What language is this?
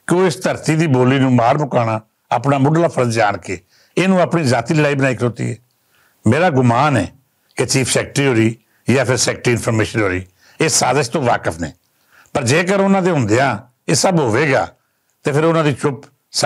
Western Panjabi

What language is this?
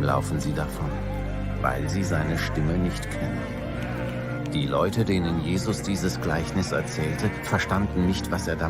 Swiss German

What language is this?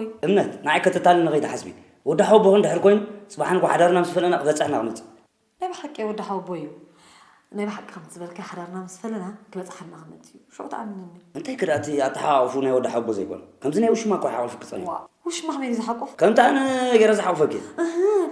Tigrinya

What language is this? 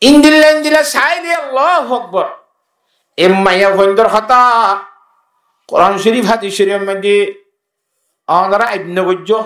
Rohingya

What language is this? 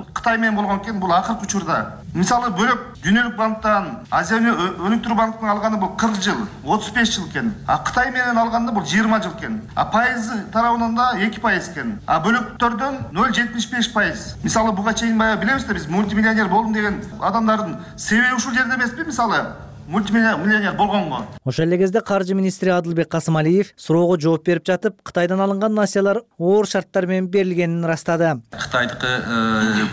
Kyrgyz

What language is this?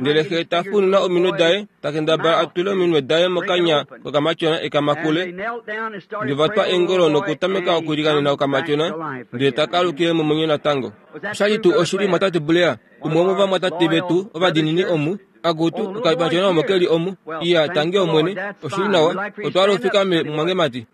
Kuanyama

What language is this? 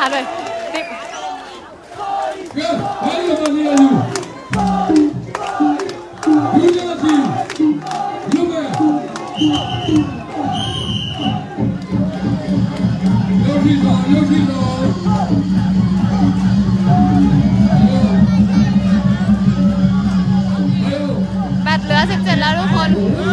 Thai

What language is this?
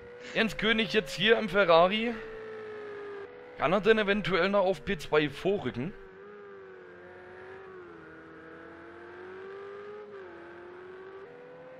German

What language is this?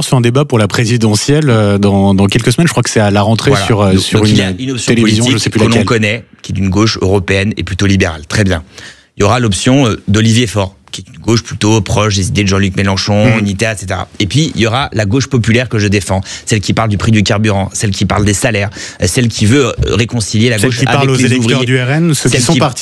French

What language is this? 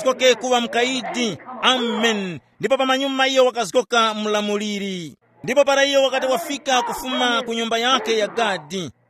Tumbuka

